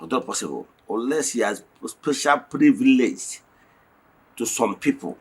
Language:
Igbo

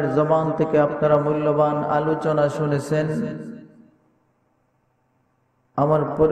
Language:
Bangla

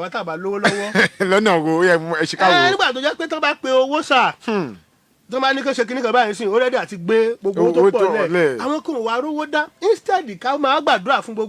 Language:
Yoruba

